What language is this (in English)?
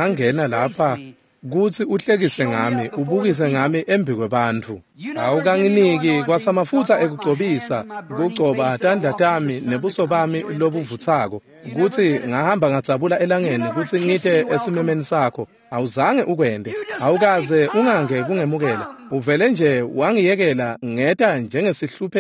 Swati